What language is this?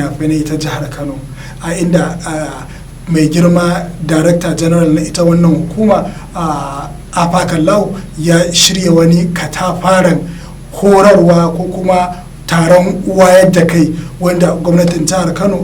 Hausa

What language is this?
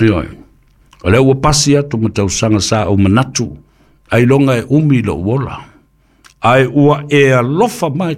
Samoan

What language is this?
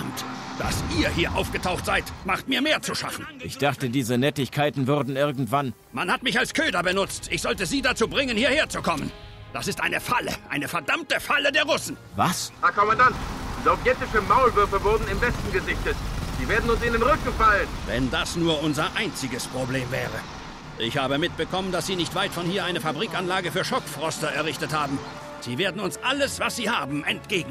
Bavarian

